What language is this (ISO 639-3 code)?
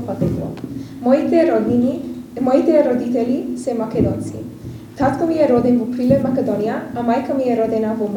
mkd